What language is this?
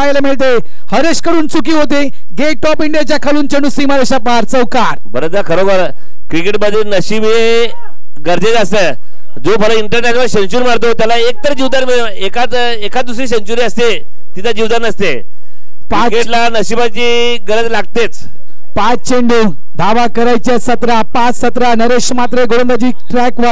Marathi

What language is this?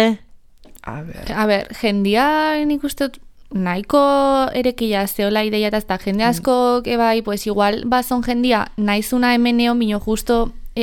Basque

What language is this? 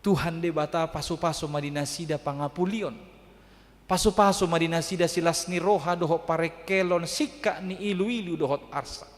Batak Toba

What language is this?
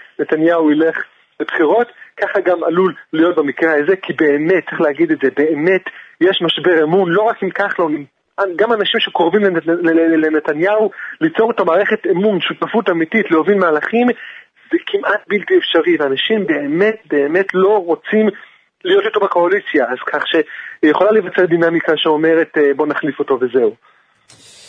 Hebrew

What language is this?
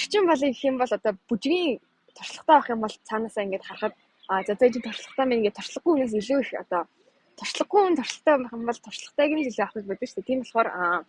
Mongolian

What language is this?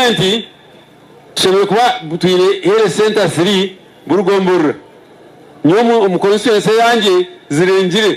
Nyankole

